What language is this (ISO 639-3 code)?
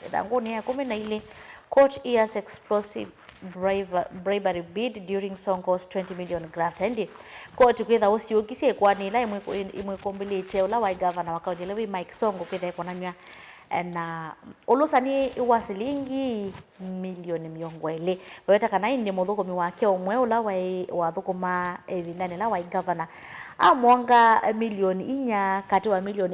kam